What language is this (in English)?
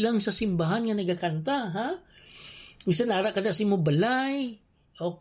Hiligaynon